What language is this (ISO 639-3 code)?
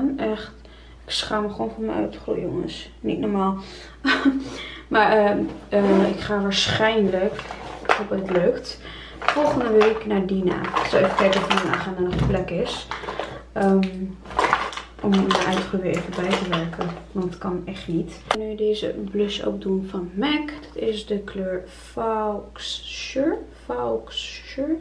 nld